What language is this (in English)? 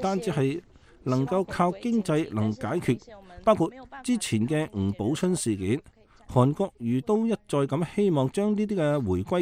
Cantonese